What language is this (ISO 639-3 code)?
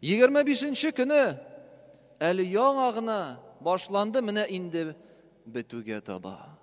tat